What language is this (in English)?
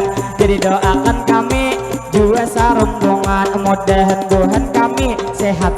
Banjar